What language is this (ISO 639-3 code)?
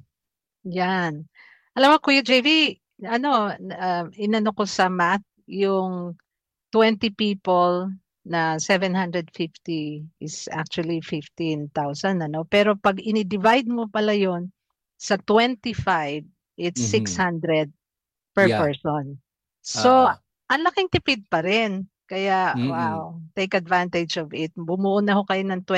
fil